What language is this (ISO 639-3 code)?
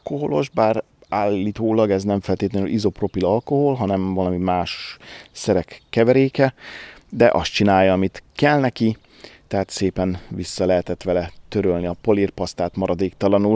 hun